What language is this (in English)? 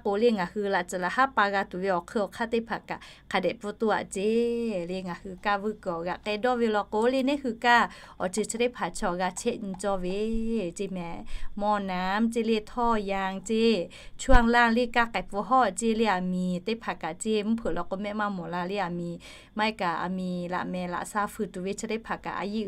Lahu